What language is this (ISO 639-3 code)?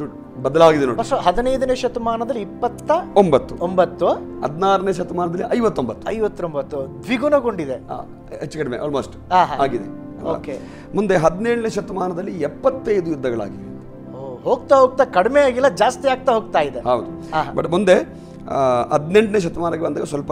kan